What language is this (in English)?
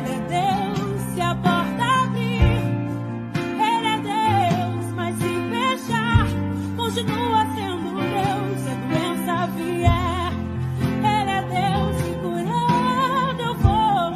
Portuguese